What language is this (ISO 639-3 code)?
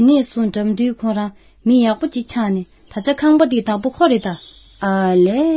bod